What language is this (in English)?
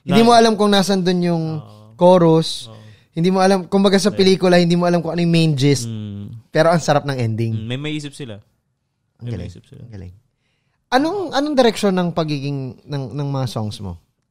Filipino